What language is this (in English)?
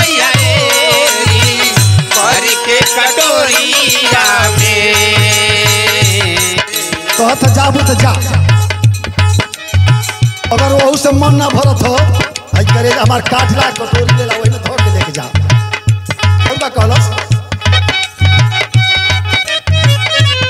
Bhojpuri